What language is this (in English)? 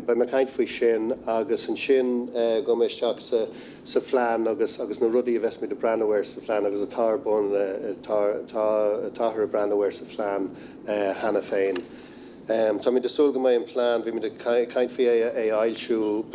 Irish